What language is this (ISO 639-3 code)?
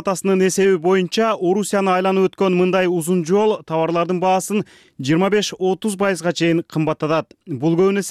kir